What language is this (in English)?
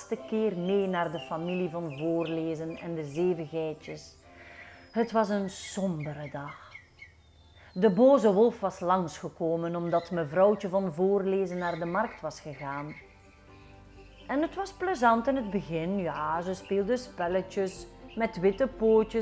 Dutch